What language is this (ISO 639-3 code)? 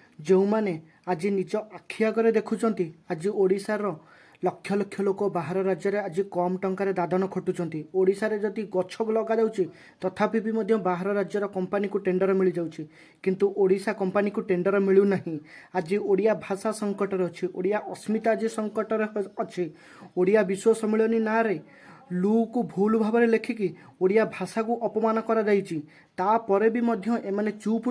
ori